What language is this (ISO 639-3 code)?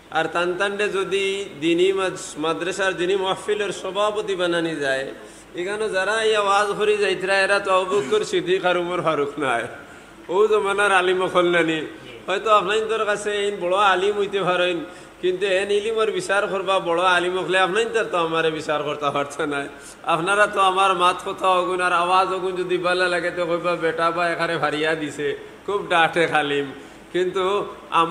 syl